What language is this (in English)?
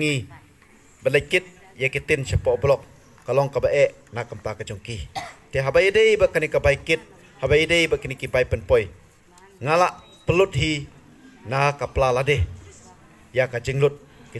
Khasi